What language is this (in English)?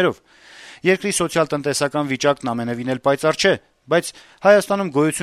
Armenian